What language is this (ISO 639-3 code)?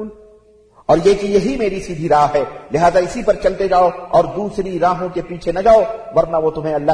urd